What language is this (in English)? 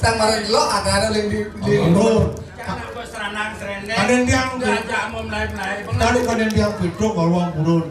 Balinese